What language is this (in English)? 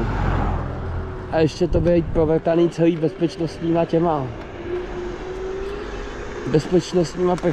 Czech